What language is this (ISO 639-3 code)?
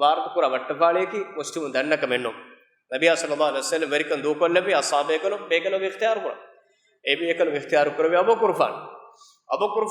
div